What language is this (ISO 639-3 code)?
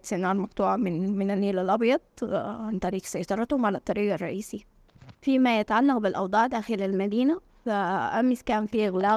apd